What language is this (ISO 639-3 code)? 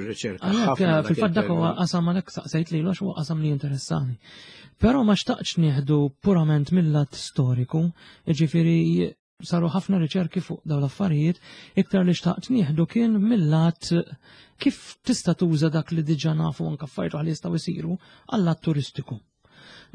mlt